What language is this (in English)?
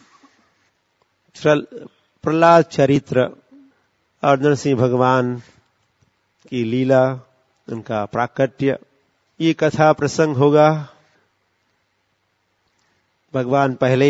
Hindi